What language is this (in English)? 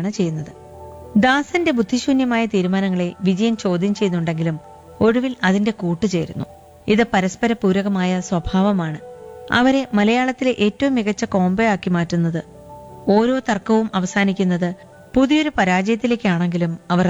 Malayalam